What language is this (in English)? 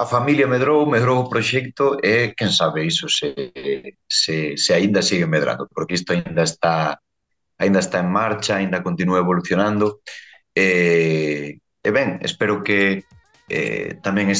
Galician